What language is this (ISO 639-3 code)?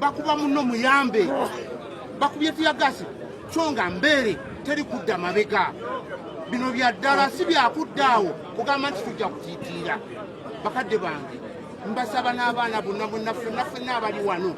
lug